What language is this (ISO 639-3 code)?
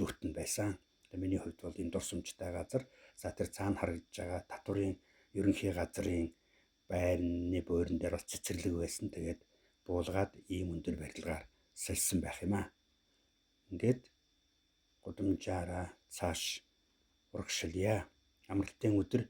mon